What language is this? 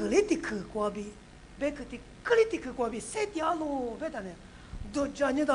Lisu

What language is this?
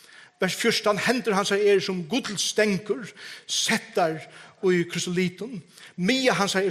Faroese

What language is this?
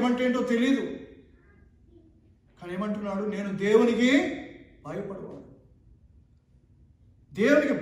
Telugu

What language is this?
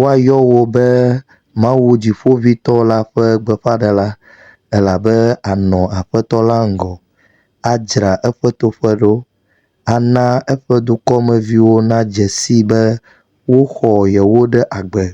Ewe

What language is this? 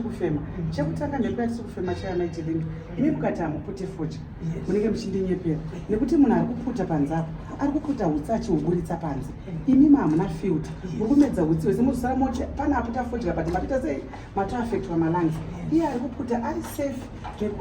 Shona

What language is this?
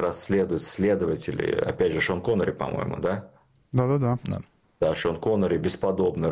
Russian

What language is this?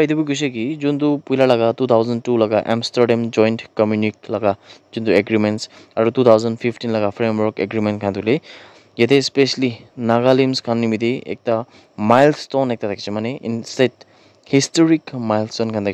Naga Pidgin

